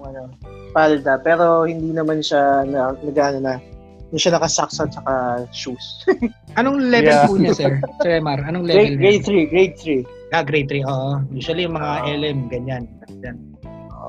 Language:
Filipino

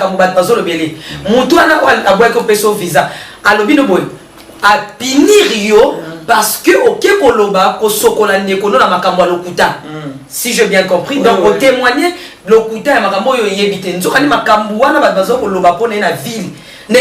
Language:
Lingala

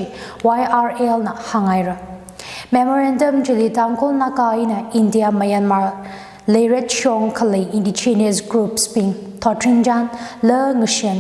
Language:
Tangkhul Naga (India)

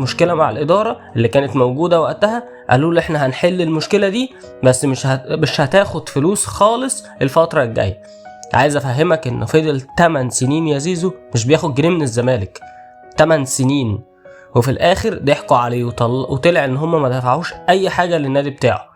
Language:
Egyptian Arabic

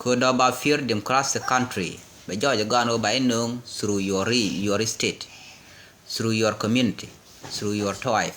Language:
Nuer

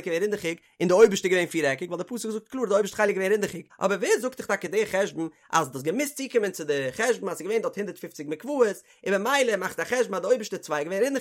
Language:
Yiddish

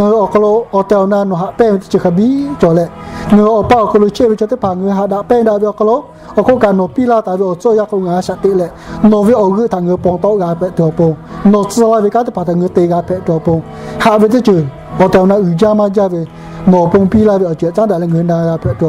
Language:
Lahu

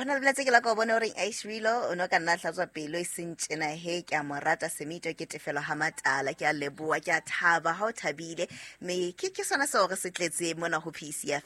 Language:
Southern Sotho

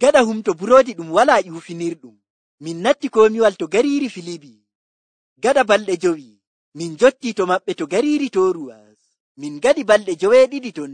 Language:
Nigerian Fulfulde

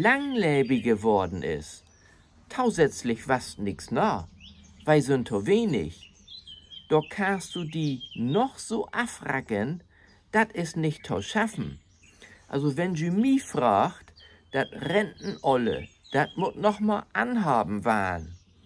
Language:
Low German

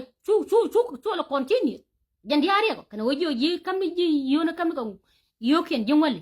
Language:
Nuer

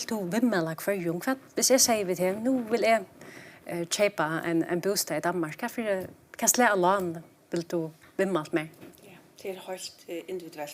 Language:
Faroese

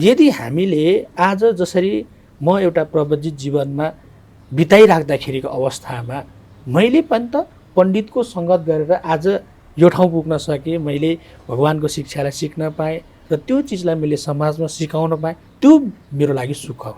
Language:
Nepali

